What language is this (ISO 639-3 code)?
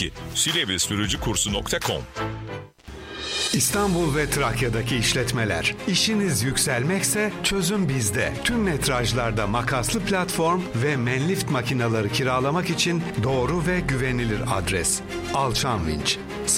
tur